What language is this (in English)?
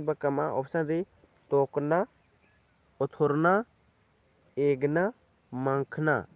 Kurukh